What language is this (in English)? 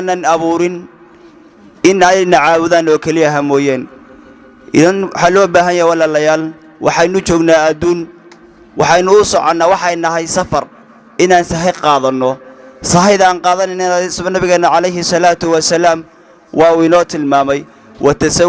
Somali